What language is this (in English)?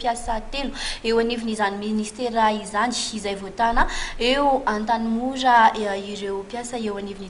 Malagasy